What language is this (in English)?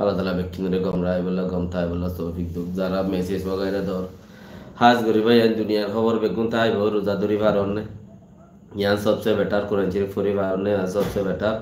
Rohingya